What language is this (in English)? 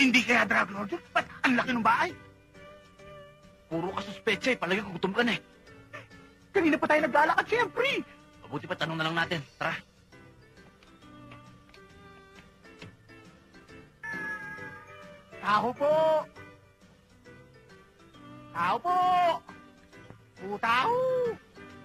Filipino